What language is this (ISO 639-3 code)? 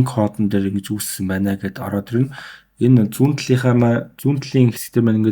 mon